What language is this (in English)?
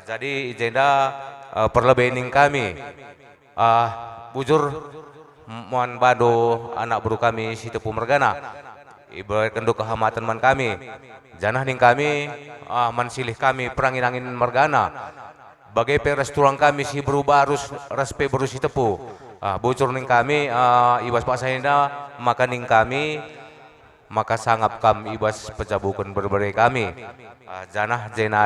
Batak Karo